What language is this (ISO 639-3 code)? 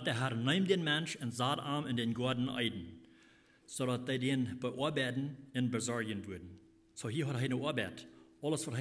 pdt